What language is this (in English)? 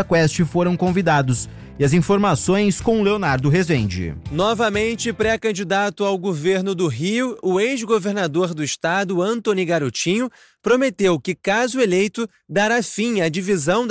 Portuguese